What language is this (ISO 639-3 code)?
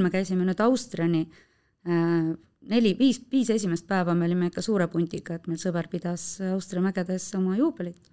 est